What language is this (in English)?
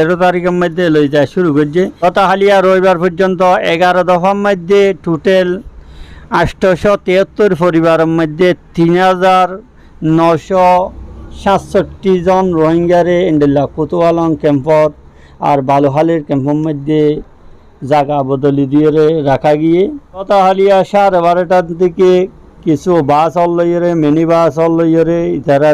Rohingya